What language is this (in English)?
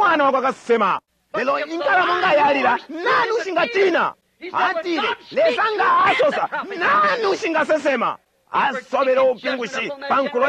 Bemba